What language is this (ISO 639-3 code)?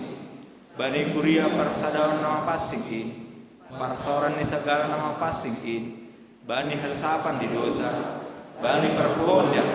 bts